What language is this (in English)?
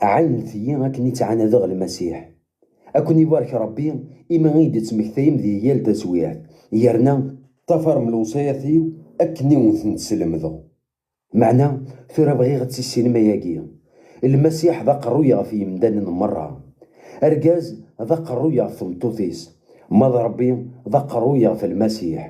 Kabyle